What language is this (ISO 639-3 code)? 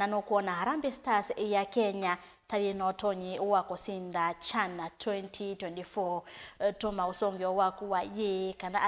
kam